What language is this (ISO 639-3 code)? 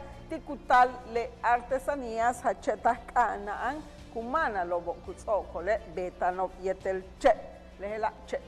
yua